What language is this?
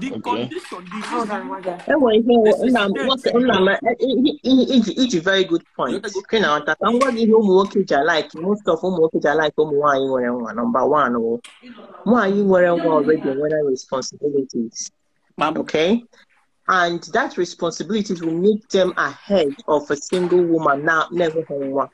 Igbo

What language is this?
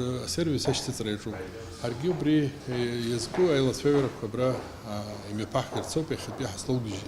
Abkhazian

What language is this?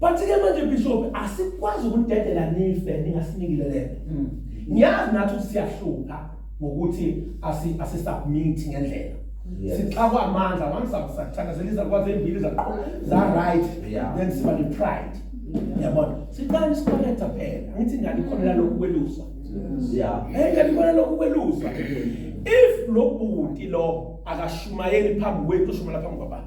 Zulu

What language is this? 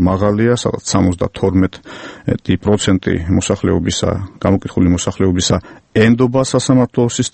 Georgian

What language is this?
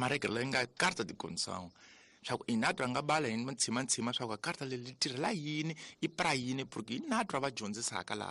Tsonga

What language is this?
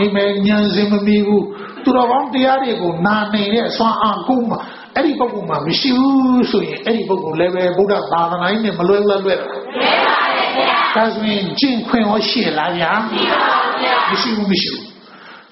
Burmese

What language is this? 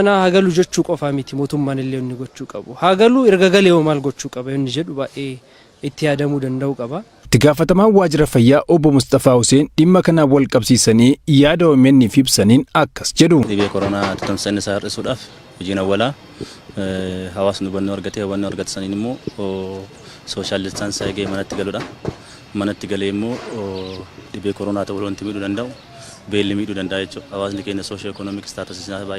Oromo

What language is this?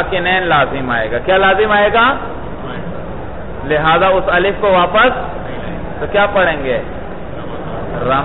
Urdu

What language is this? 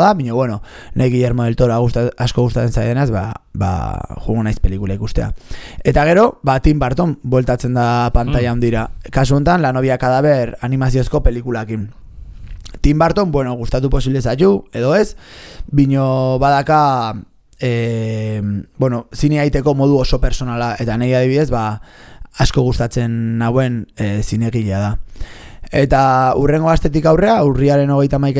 Basque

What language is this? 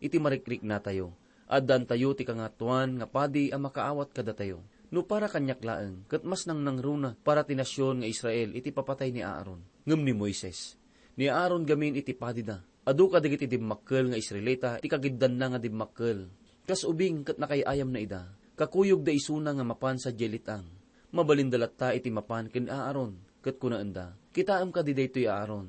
Iloko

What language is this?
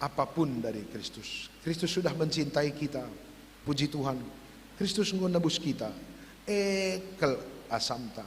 Batak Karo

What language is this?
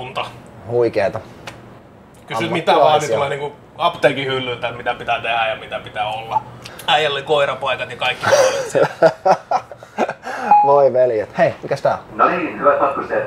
Finnish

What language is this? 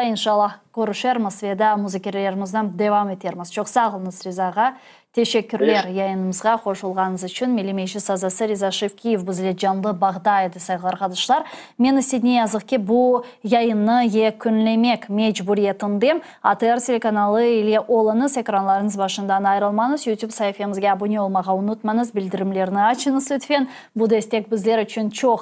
Crimean Tatar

